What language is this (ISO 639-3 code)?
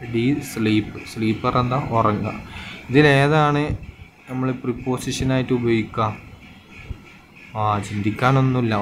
mal